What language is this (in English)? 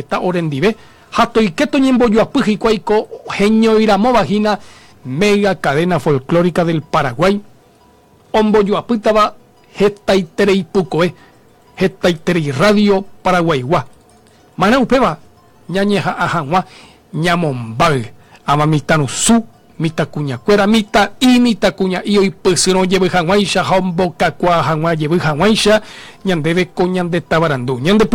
Guarani